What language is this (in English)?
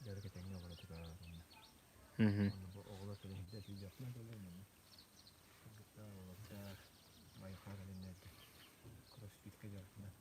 Yakut